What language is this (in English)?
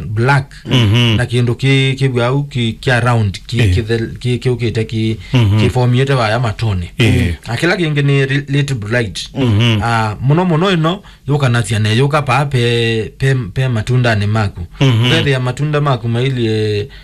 Kamba